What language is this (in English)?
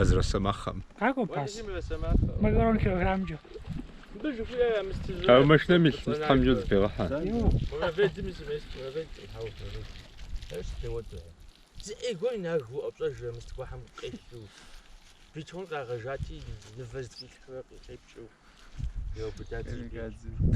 Kabardian